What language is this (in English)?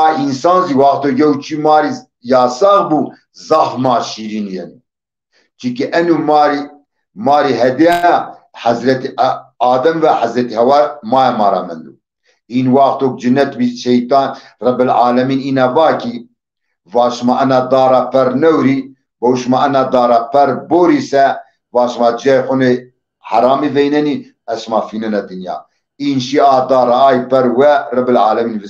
Zaza